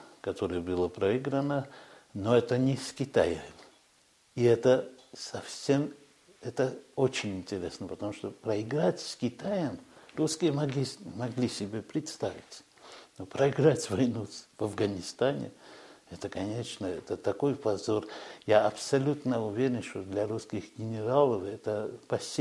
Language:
Russian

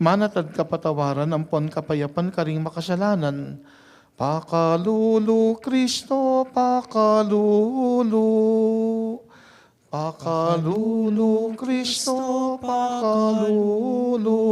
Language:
Pampanga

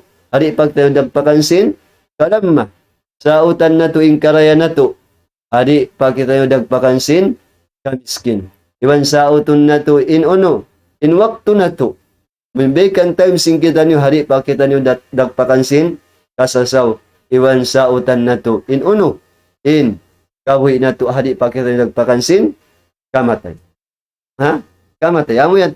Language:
Tausug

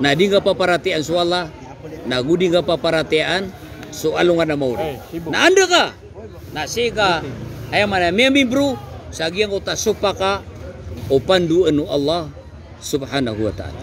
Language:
Maranao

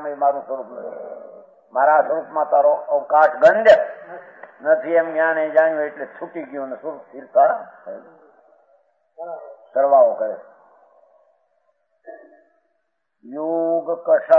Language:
Gujarati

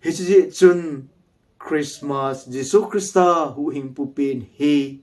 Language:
Thado Chin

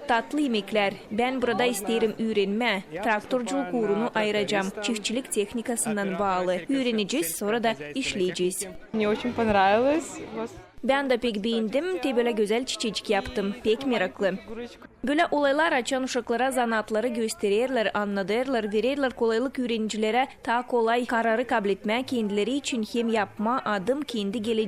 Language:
Gagauz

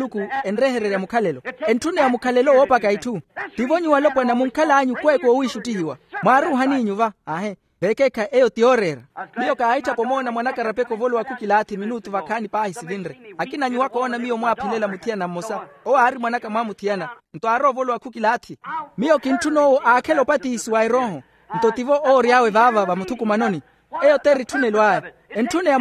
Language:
Makhuwa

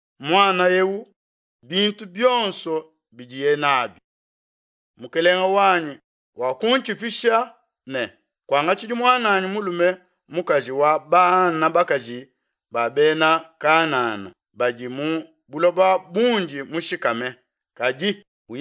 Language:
Luba-Lulua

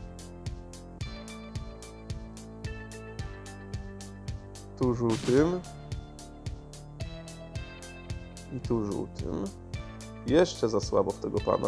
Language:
Polish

